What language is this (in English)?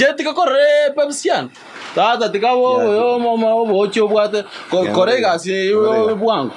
Gusii